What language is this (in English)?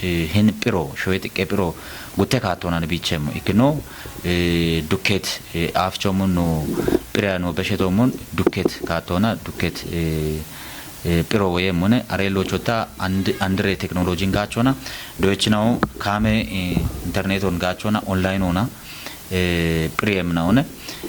Kafa